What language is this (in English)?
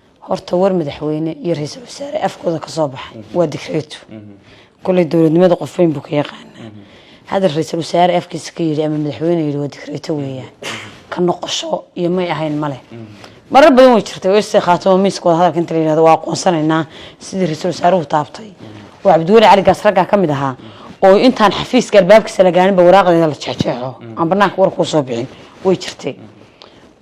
Somali